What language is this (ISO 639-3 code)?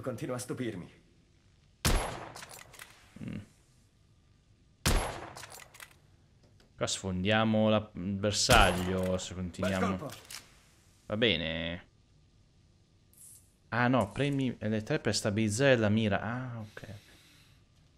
ita